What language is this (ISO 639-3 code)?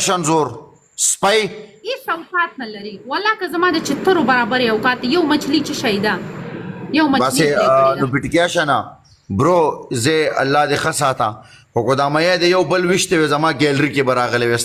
pus